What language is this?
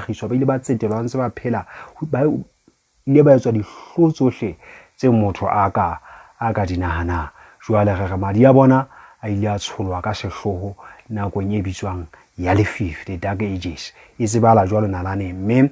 Southern Sotho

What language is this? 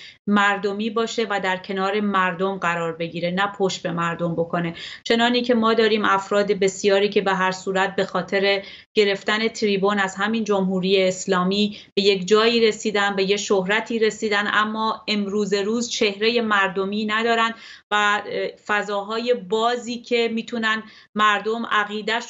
Persian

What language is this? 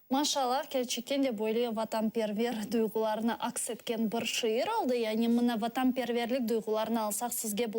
Crimean Tatar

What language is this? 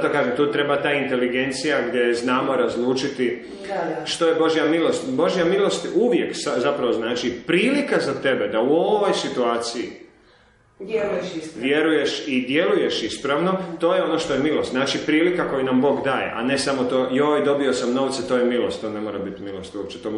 Croatian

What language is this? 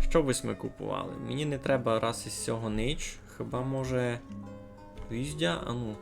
Rusyn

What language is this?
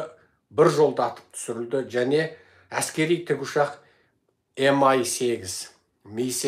Kazakh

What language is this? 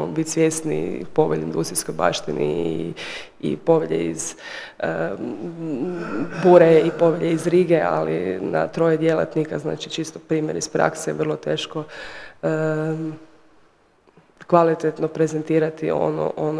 Croatian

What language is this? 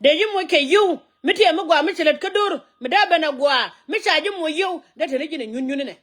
Nuer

